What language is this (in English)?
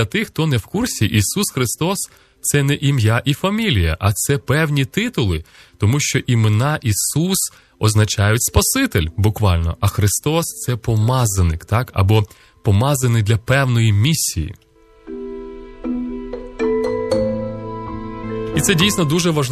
Ukrainian